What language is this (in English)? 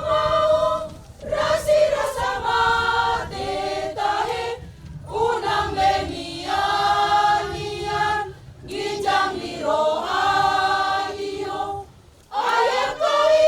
Batak Toba